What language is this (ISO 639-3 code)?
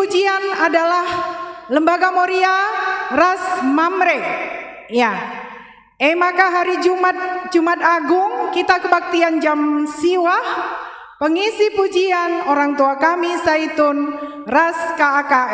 btx